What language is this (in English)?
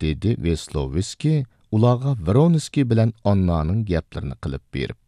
Uyghur